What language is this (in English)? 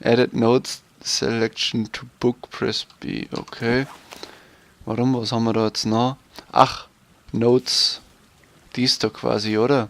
Bavarian